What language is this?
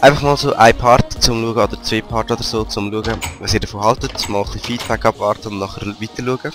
Swiss German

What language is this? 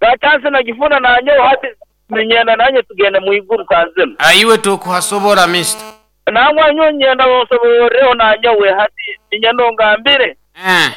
Nyoro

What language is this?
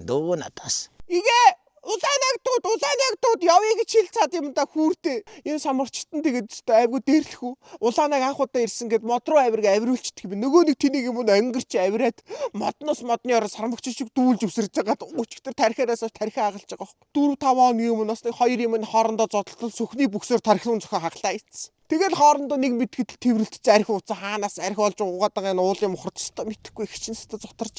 Mongolian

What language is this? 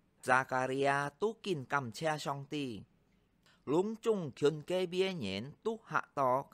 Hakka Chinese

